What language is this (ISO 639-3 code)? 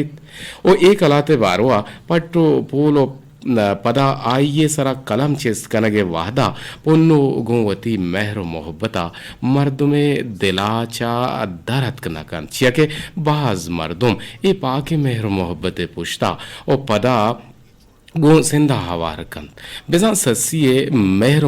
bgp